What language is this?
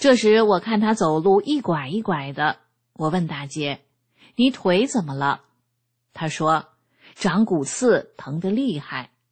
Chinese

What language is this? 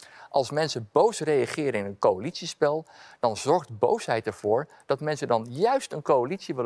Dutch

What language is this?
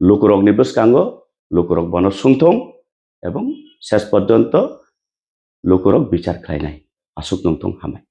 Kok Borok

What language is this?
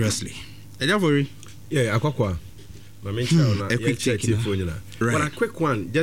Akan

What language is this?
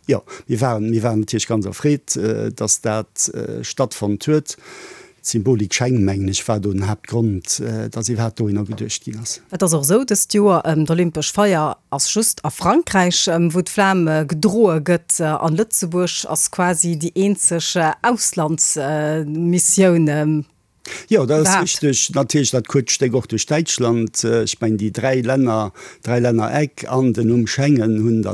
Luxembourgish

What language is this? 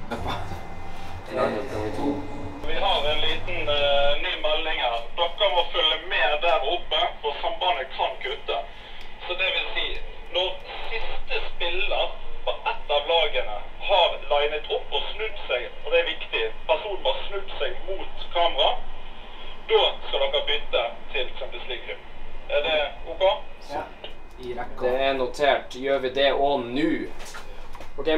Norwegian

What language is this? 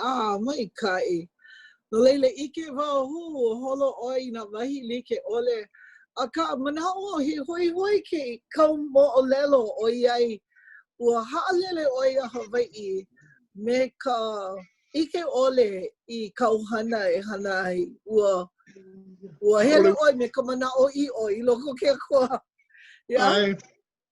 Hawaiian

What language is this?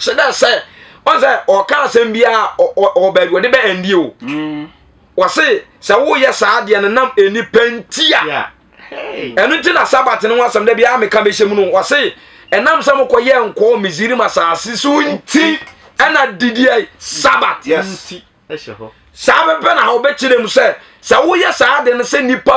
Akan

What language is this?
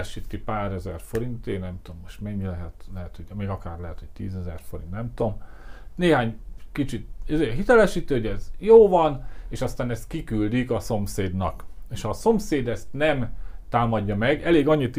Hungarian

